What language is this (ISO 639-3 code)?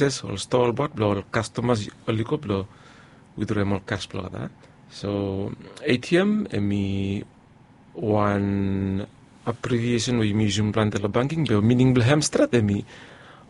bis